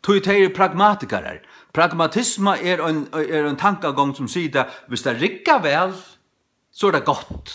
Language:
Faroese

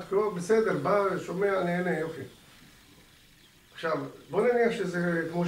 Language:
Hebrew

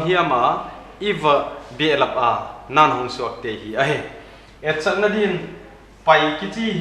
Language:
Paite Chin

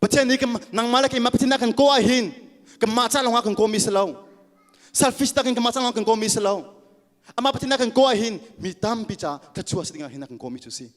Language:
Hakha Chin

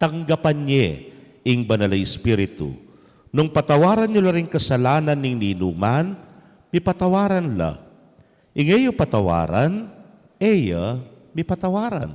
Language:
Pampanga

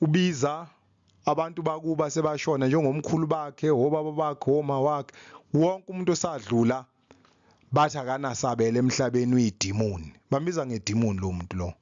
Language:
Zulu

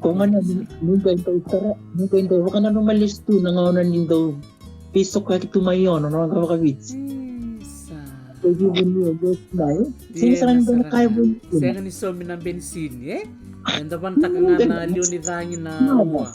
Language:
Fijian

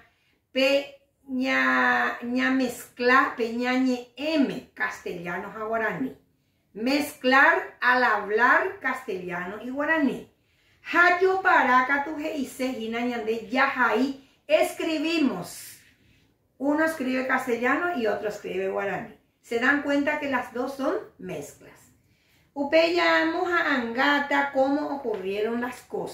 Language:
Guarani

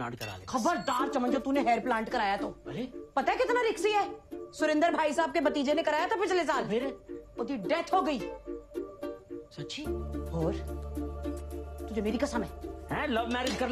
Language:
Hindi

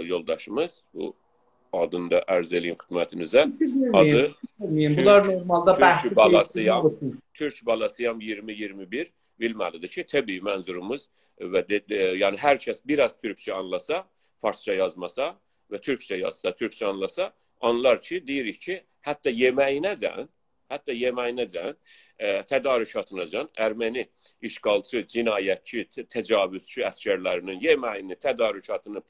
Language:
South Azerbaijani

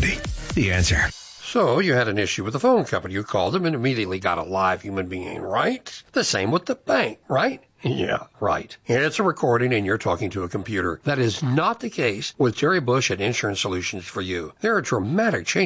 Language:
English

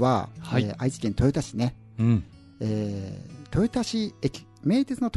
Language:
Japanese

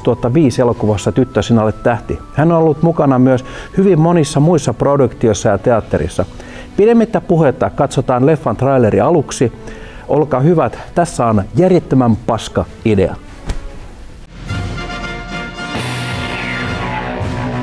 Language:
Finnish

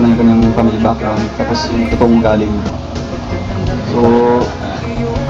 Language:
Filipino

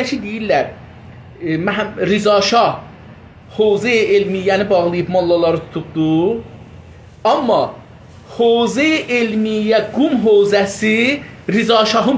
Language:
South Azerbaijani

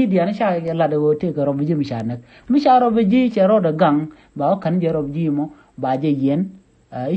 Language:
Nuer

